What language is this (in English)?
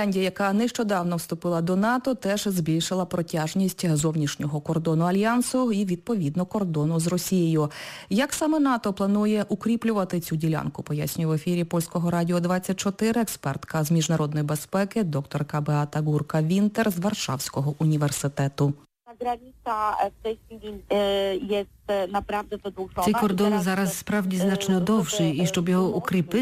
Ukrainian